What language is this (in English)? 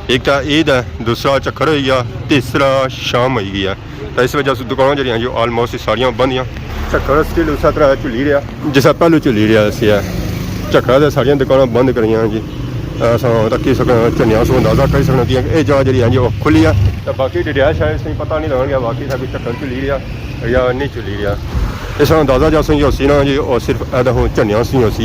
Pahari-Potwari